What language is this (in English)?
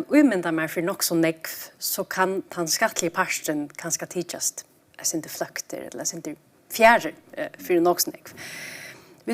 Faroese